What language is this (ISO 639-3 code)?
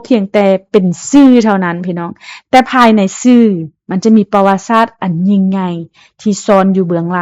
lao